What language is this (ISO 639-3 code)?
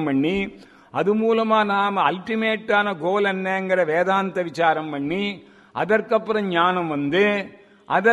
tam